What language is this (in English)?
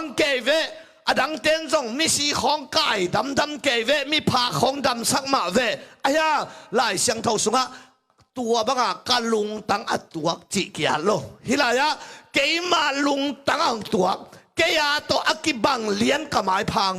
Tedim Chin